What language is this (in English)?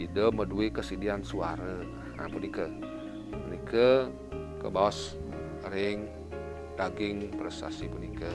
Balinese